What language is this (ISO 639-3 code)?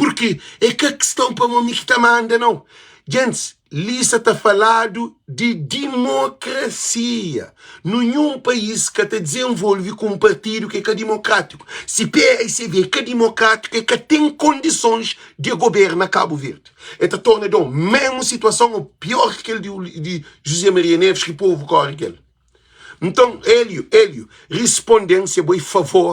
kea